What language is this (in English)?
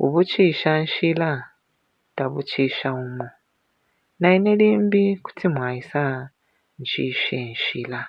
Bemba